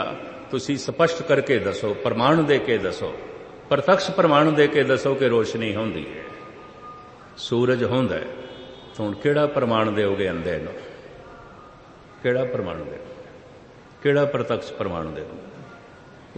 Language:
Punjabi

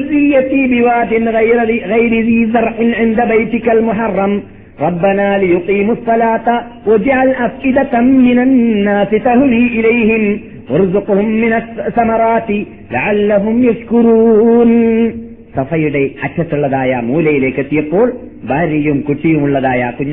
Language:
Malayalam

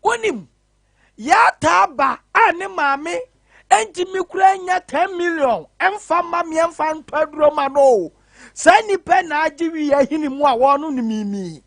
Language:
Akan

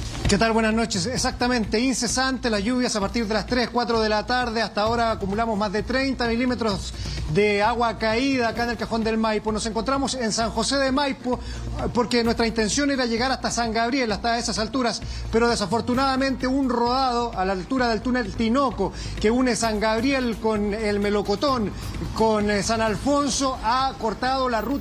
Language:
Spanish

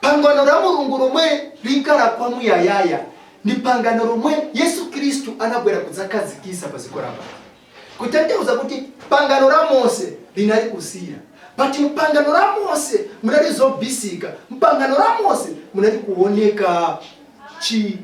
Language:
Nyanja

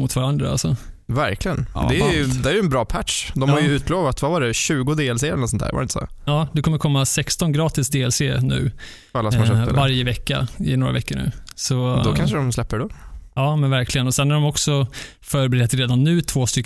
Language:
Swedish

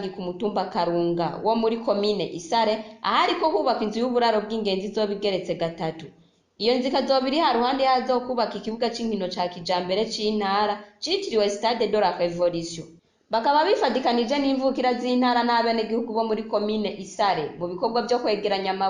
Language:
Rundi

